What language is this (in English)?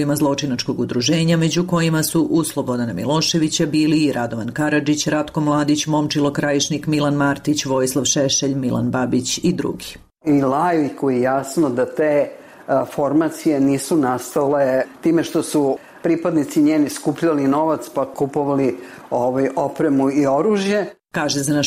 Bosnian